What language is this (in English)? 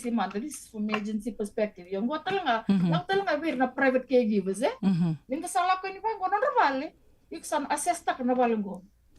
Fijian